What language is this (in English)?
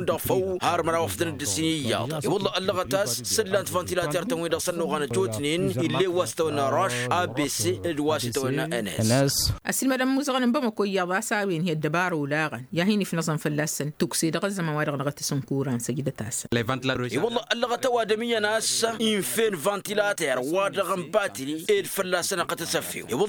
Tamasheq